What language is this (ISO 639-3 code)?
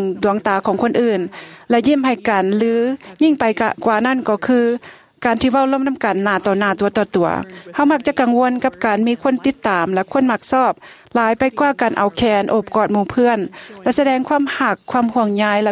tha